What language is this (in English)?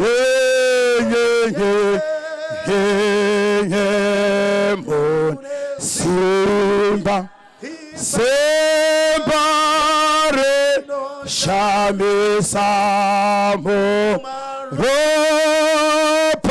Shona